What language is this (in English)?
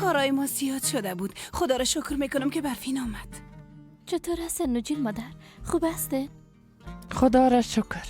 Persian